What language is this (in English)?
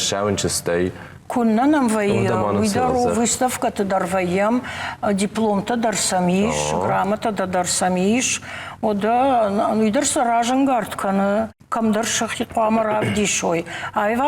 Ossetic